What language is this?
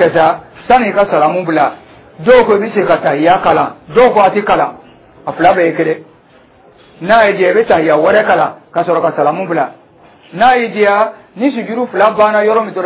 Dyula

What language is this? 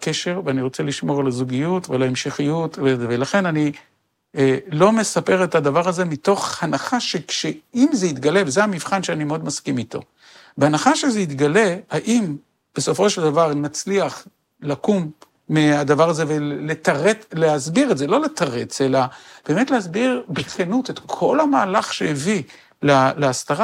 Hebrew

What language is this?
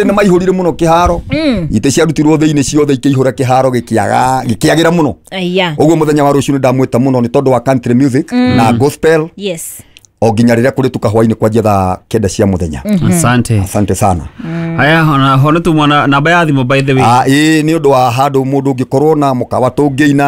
Kikuyu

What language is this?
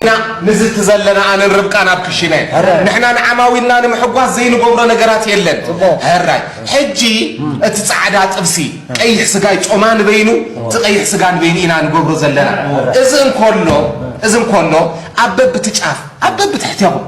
Tigrinya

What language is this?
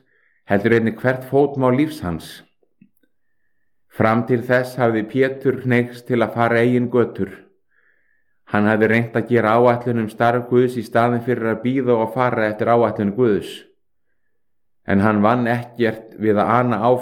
Icelandic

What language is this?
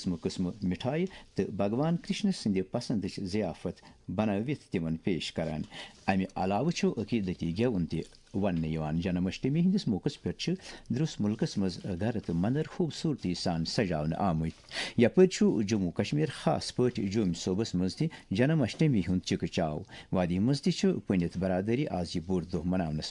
Kashmiri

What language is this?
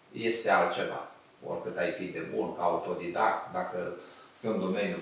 Romanian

